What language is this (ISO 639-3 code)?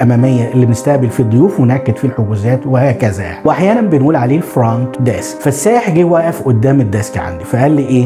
arz